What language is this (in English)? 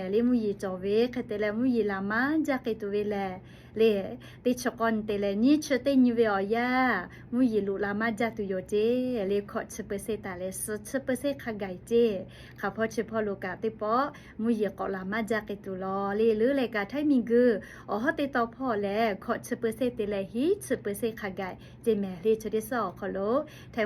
Lahu